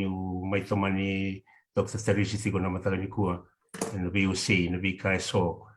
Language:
Fijian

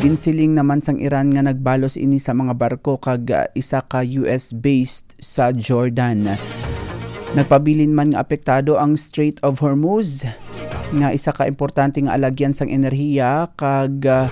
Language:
Hiligaynon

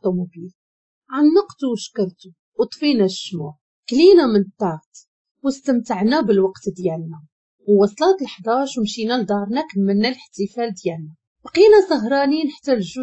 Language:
Moroccan Arabic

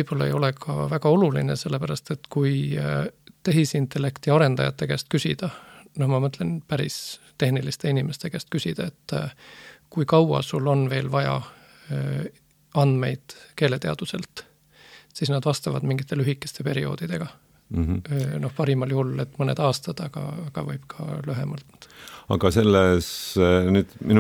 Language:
Estonian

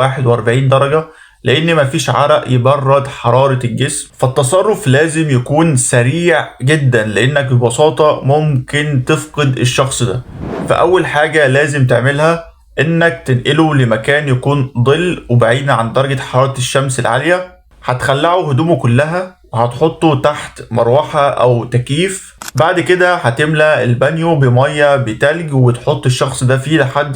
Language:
Egyptian Arabic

